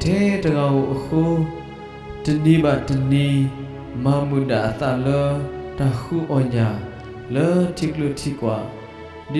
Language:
S'gaw Karen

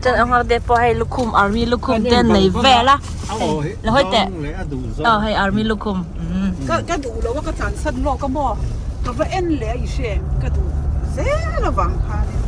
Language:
Mizo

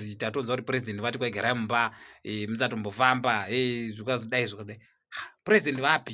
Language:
Shona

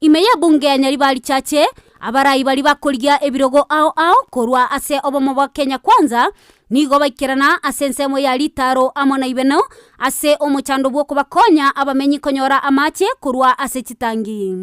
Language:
Gusii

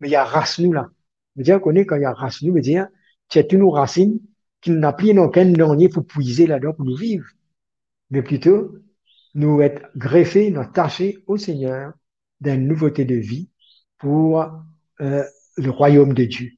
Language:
Morisyen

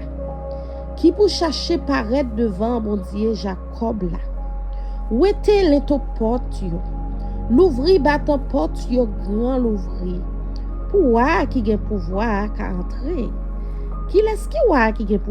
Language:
Haitian Creole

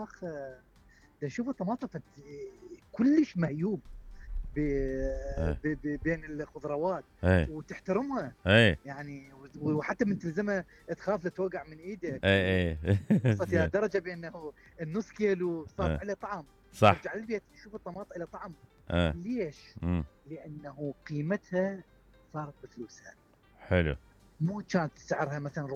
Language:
Mesopotamian Arabic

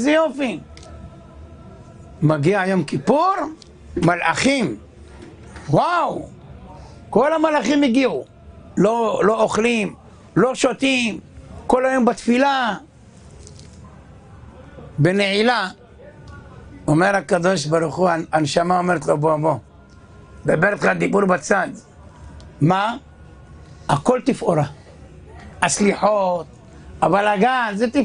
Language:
Hebrew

